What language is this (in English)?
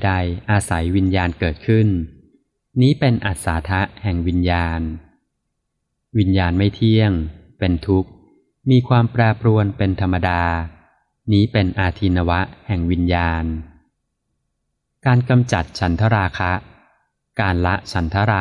Thai